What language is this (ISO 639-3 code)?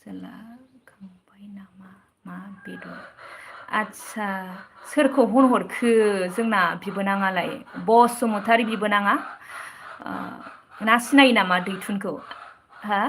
brx